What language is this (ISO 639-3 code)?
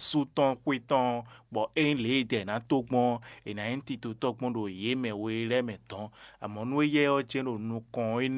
fon